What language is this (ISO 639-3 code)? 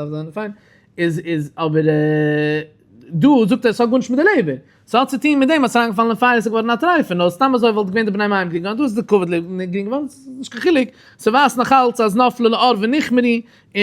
yid